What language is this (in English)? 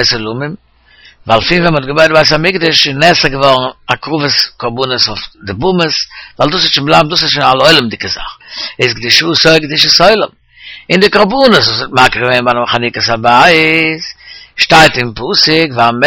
Yiddish